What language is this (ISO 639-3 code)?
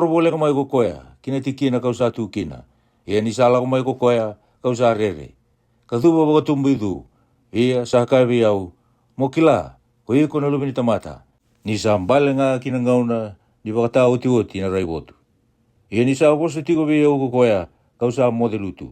fij